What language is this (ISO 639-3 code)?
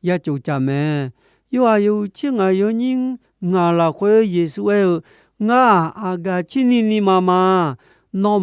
ahk